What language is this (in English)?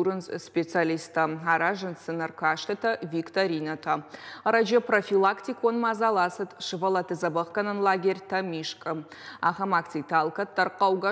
Ossetic